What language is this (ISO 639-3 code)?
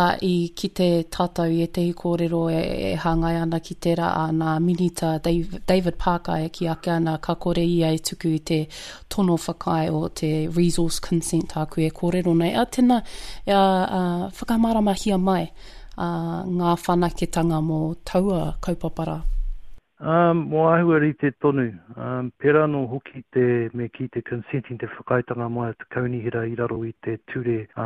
mri